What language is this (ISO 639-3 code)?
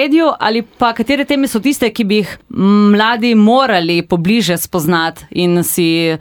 slv